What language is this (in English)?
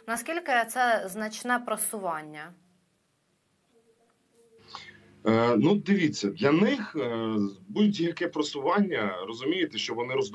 Ukrainian